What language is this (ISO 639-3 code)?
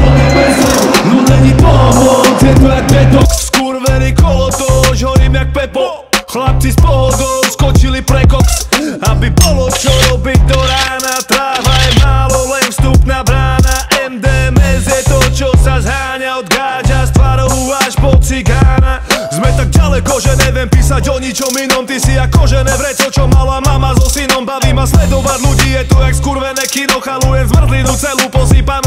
slk